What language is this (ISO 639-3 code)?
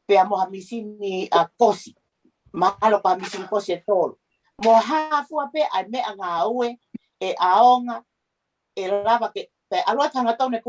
ton